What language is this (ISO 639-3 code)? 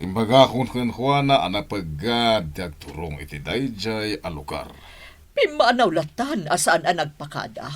ilo